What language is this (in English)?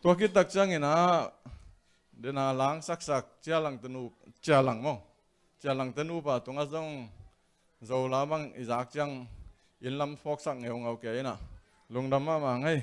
Tedim Chin